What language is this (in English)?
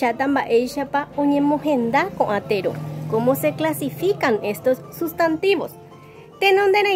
Guarani